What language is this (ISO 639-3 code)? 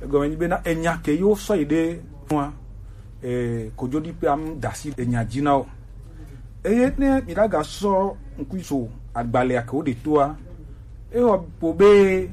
gej